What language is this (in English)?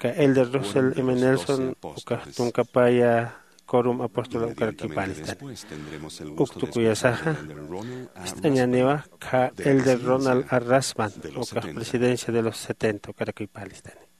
Aymara